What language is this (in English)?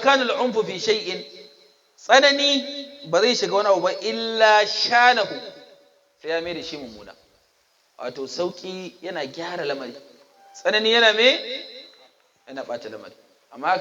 Hausa